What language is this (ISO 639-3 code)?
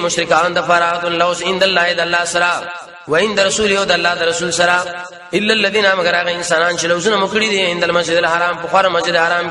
pus